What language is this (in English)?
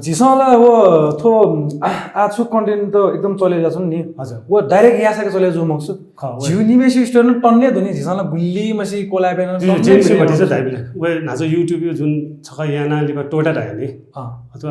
Newari